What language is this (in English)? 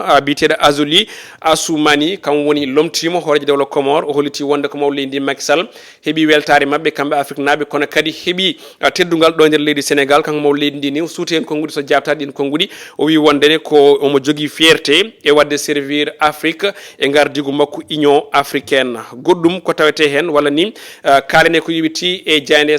Fula